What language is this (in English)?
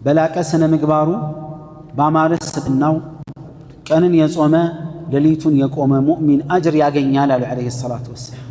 Amharic